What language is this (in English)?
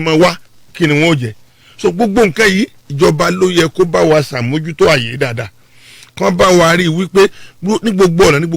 Yoruba